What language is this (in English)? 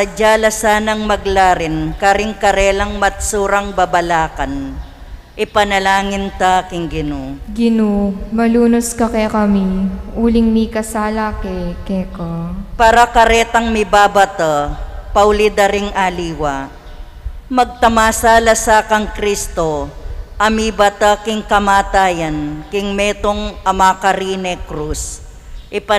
Pampanga